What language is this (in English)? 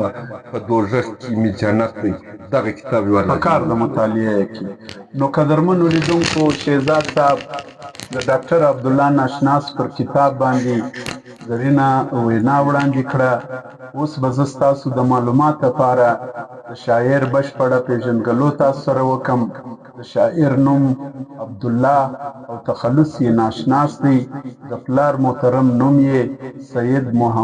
Pashto